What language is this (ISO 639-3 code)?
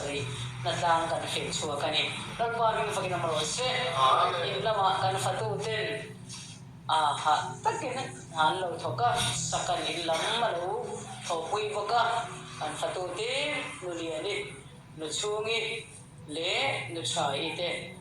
lus